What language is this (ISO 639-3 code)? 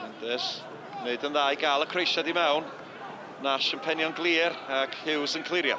cym